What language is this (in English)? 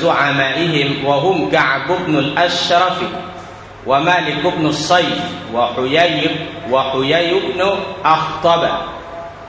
Thai